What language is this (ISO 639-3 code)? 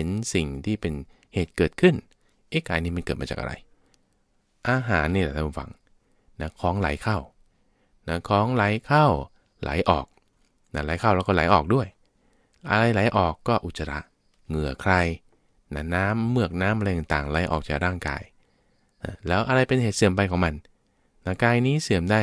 tha